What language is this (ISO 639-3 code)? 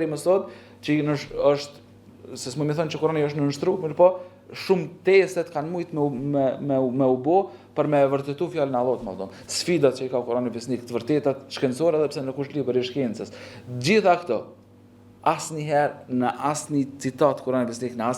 sqi